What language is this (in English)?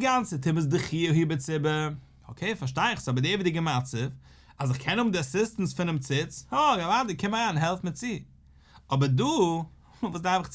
Yiddish